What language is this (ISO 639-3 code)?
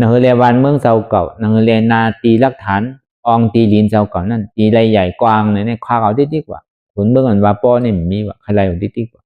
shn